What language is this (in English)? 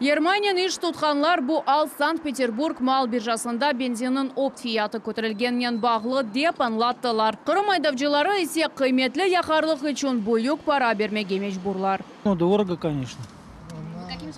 Crimean Tatar